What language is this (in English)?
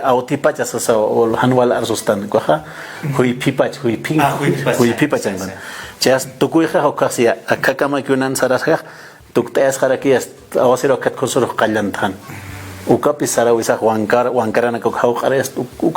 Aymara